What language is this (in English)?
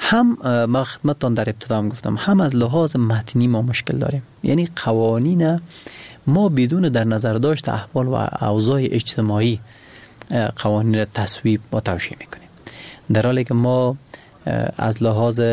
Persian